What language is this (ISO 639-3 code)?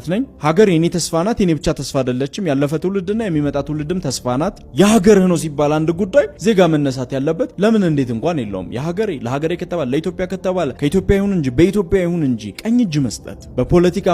amh